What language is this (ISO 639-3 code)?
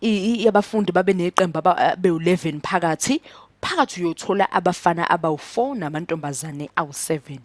zul